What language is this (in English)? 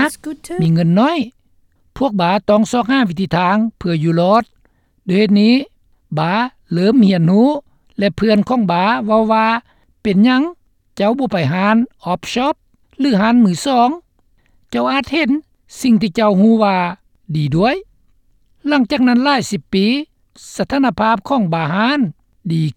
Lao